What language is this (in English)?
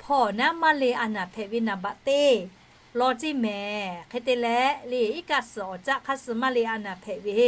Lahu